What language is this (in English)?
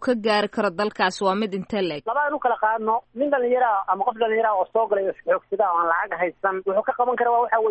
Somali